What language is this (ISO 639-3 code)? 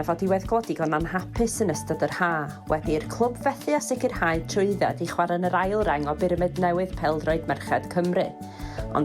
cym